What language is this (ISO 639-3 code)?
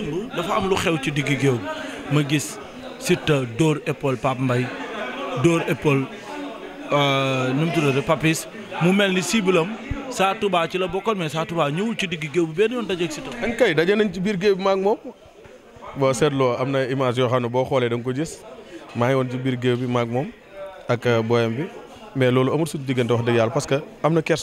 wol